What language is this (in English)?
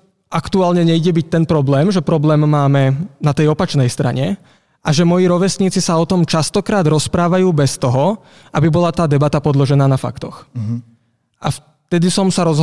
Slovak